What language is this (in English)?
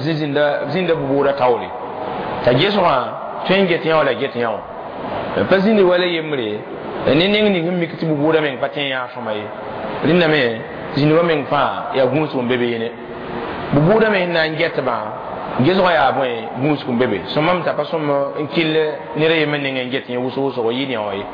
Mossi